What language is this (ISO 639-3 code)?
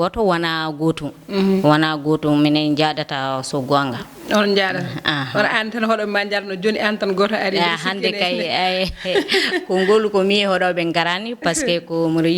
ful